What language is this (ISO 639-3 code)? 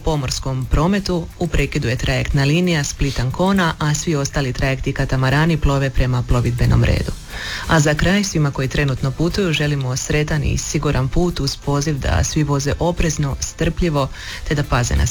hrv